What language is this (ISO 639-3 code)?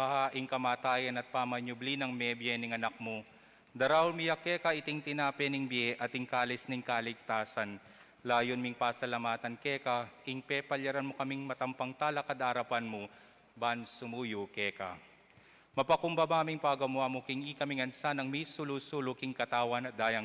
pam